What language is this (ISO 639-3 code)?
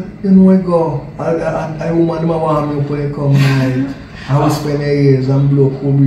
jam